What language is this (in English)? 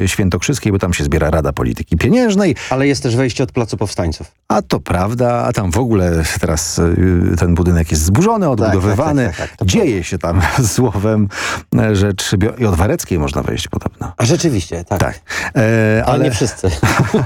Polish